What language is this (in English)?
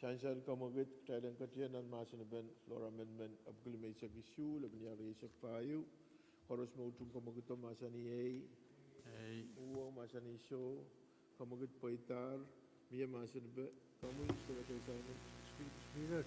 Pohnpeian